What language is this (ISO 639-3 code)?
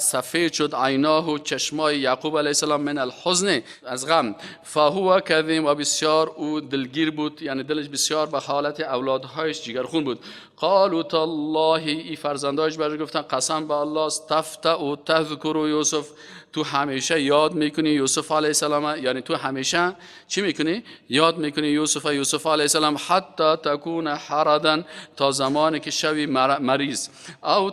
fas